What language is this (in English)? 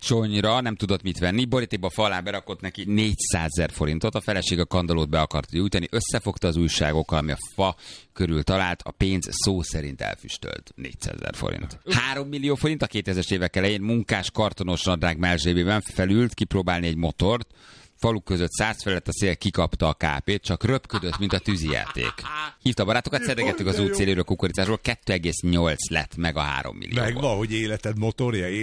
Hungarian